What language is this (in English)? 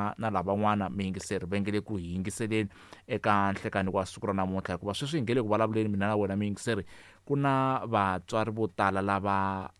Tsonga